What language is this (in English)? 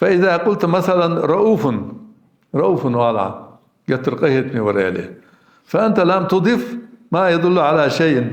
Ingush